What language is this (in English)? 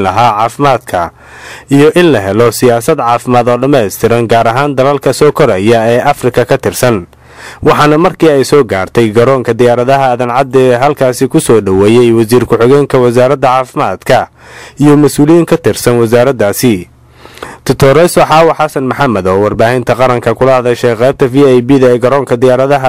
Somali